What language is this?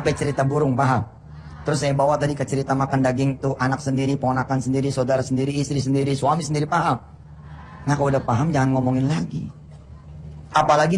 Indonesian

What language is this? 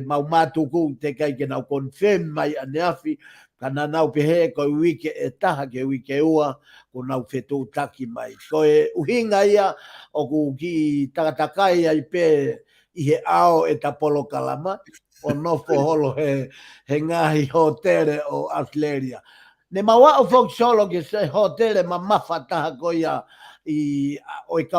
Tongan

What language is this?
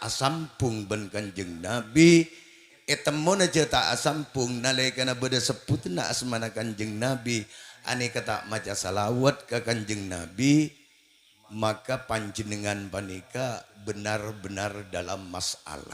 Madurese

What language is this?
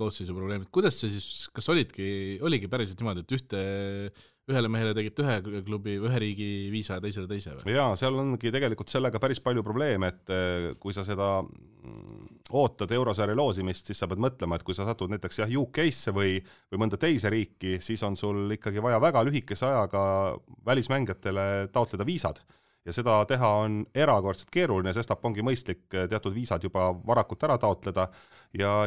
Estonian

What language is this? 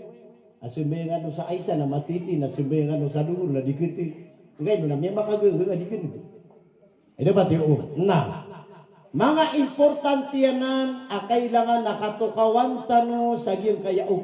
Maranao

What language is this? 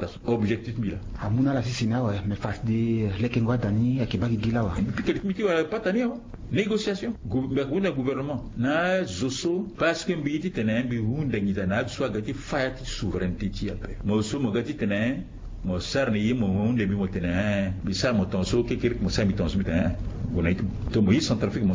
Sango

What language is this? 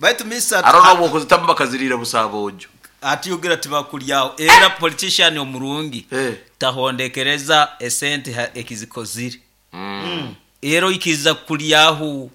Nyoro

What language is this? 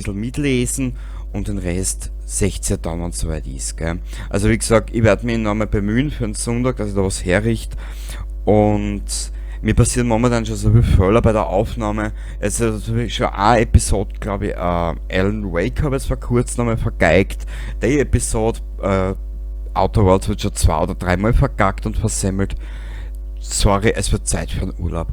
Bavarian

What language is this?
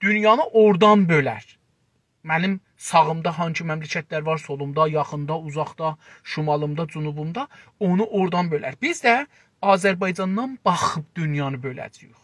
South Azerbaijani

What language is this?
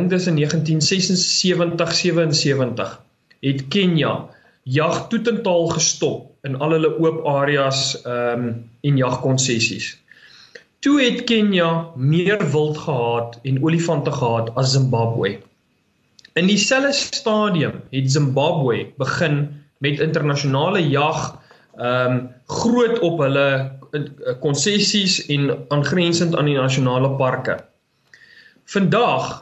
Afrikaans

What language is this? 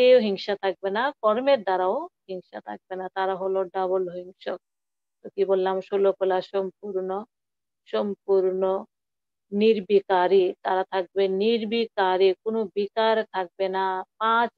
Bangla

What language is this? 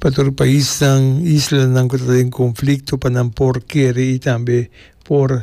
Papiamento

